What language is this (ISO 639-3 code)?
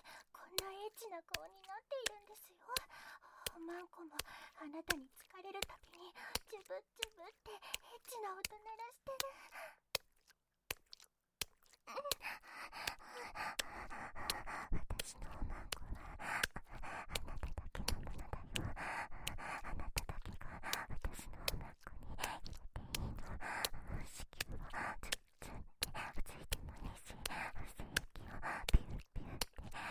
jpn